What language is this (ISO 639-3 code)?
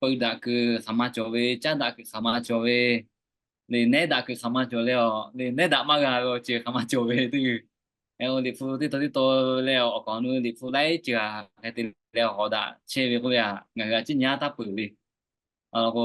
lhu